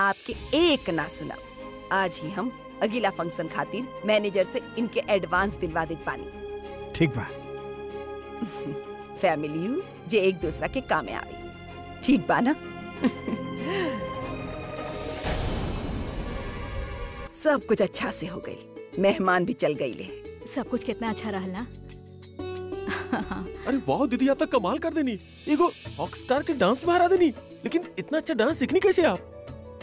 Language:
Bhojpuri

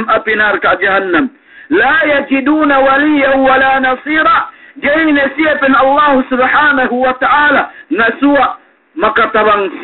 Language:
Yakan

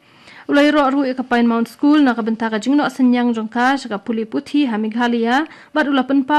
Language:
Khasi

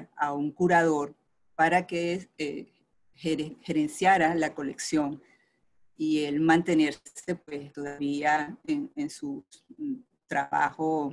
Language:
Spanish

